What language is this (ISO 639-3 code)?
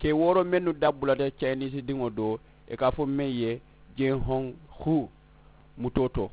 man